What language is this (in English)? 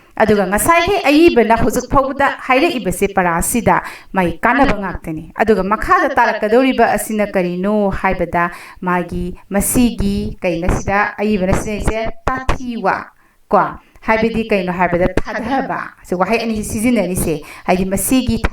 Manipuri